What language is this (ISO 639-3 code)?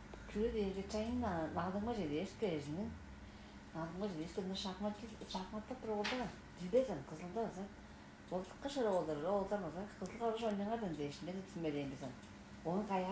tyv